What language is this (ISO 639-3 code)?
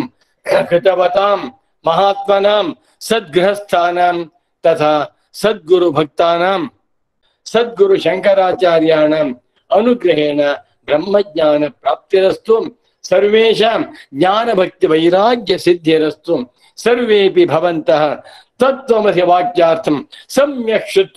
san